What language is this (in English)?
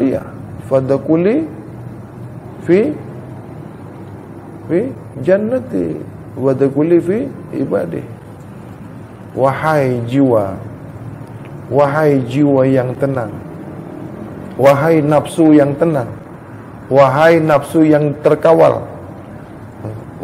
Malay